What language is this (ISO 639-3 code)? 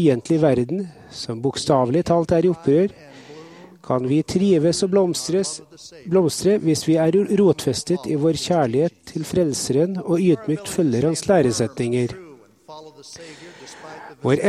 nor